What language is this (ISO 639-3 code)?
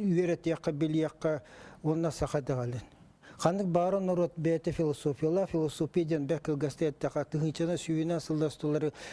sah